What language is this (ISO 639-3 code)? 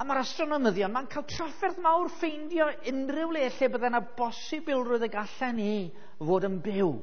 cym